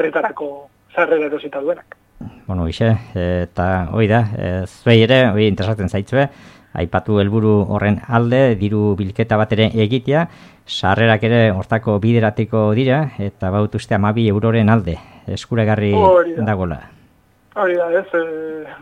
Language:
Basque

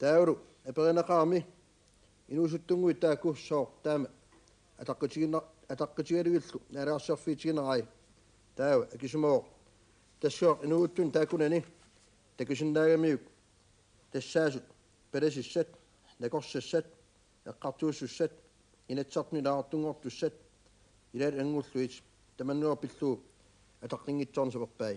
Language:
Kalaallisut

